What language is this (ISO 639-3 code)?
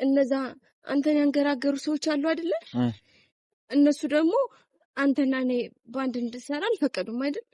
amh